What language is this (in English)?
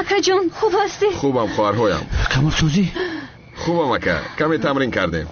Tajik